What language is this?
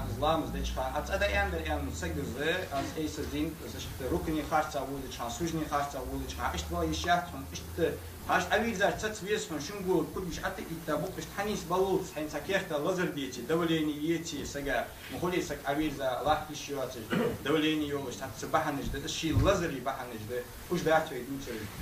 Ingush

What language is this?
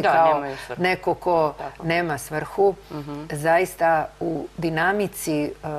Serbian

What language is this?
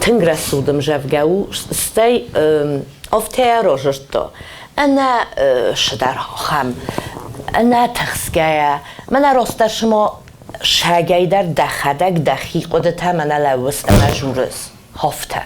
Ossetic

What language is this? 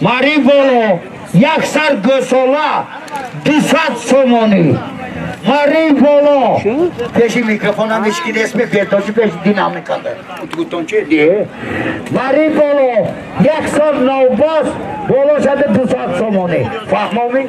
Tajik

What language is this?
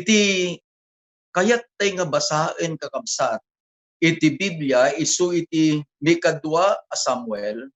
Iloko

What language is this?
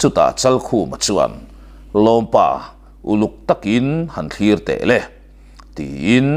Mizo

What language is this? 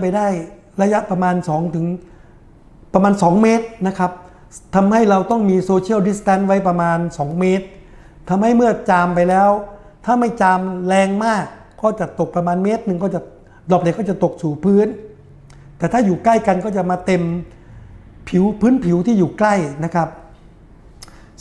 Thai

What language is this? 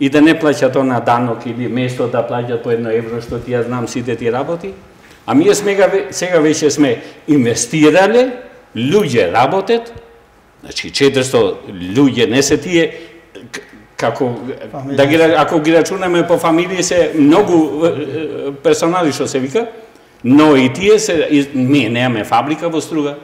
Macedonian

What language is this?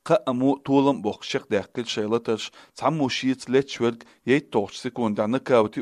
Chechen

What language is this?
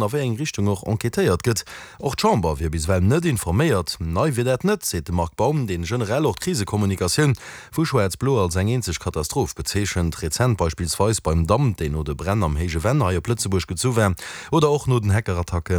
Luxembourgish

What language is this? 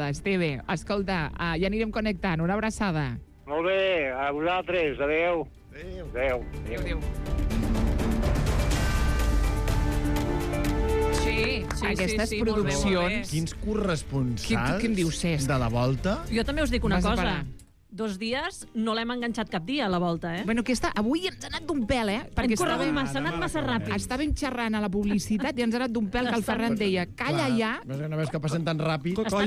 Catalan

